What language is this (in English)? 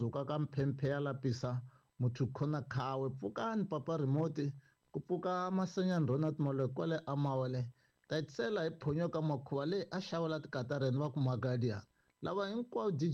Tsonga